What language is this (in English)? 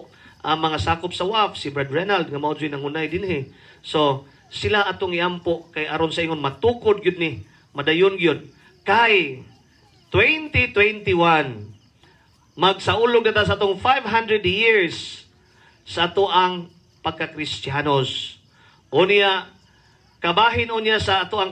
Cebuano